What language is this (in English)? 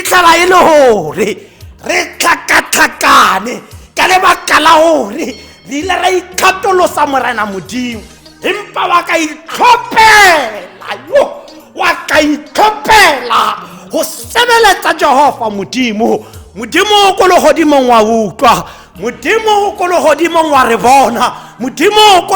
Tswana